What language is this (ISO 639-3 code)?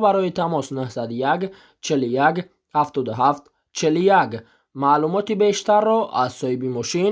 tgk